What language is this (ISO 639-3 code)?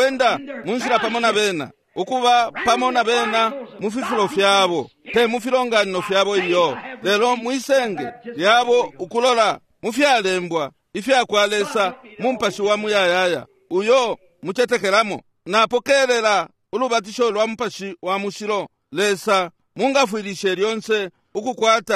bem